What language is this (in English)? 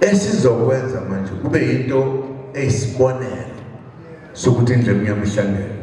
Zulu